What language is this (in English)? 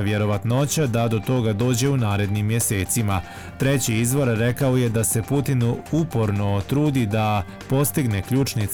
Bosnian